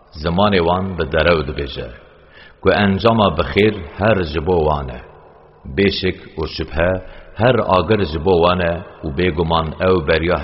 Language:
Kurdish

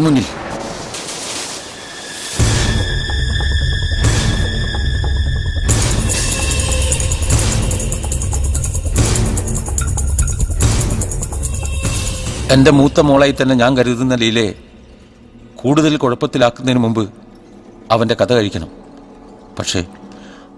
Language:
Malayalam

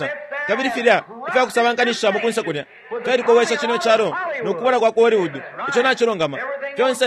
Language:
Bemba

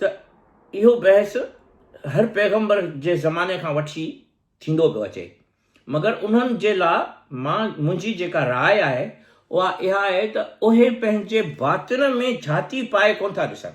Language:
Sindhi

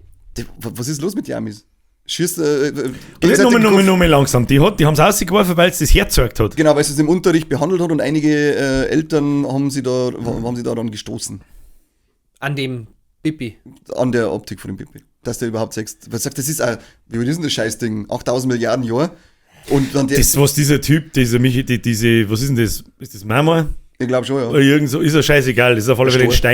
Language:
Bavarian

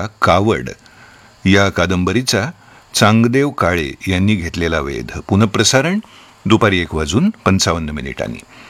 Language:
Marathi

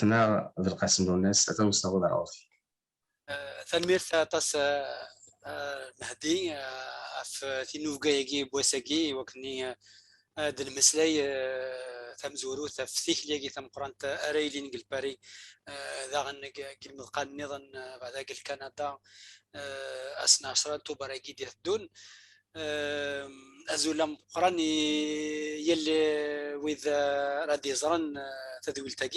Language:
Kabyle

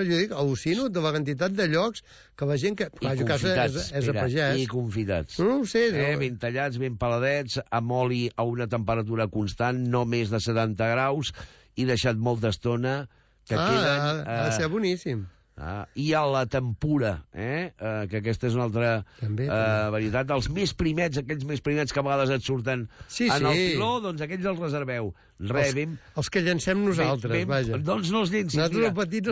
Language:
Catalan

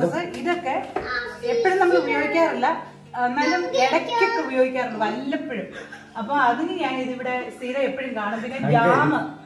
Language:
Malayalam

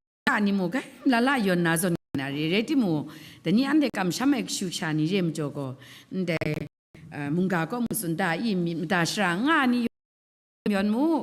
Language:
Kachin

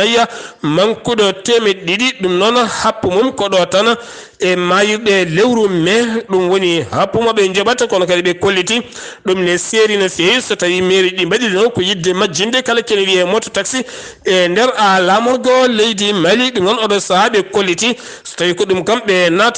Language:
Fula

